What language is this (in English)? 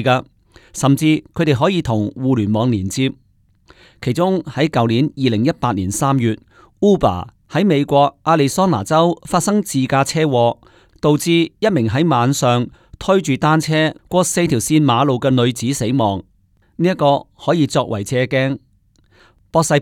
Cantonese